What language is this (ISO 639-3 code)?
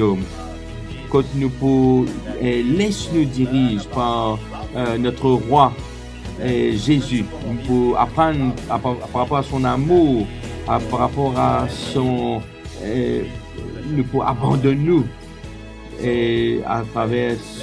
mfe